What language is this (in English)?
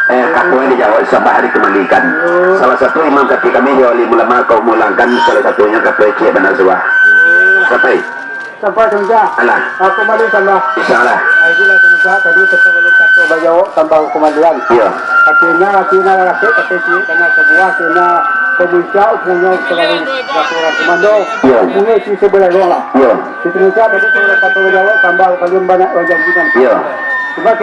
Minangkabau